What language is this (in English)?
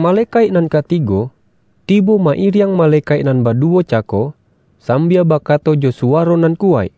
Minangkabau